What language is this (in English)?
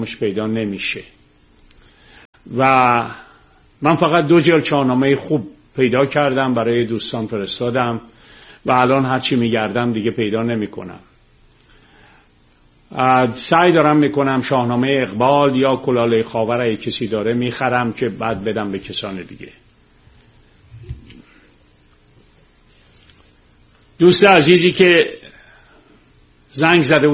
Persian